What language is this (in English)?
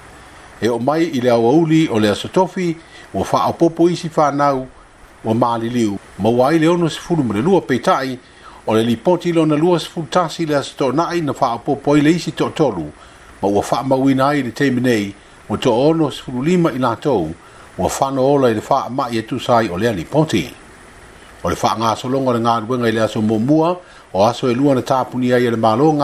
Samoan